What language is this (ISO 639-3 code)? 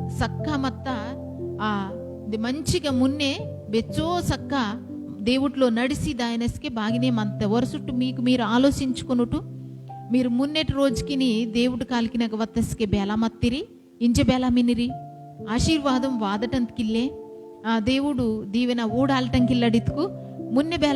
kff